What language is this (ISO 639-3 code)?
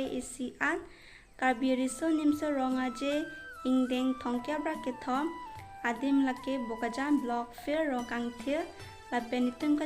mjw